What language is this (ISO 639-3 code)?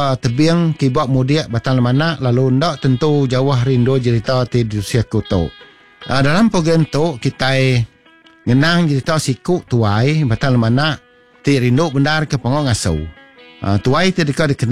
iba